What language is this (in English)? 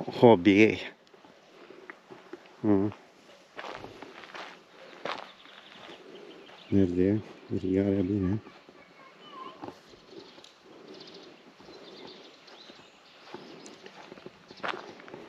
Romanian